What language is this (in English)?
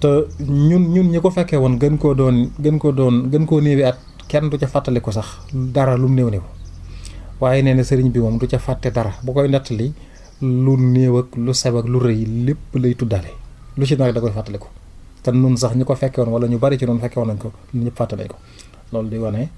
Wolof